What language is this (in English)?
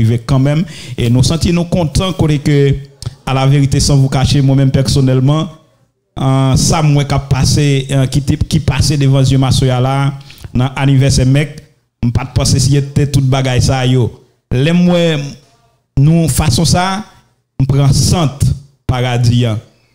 French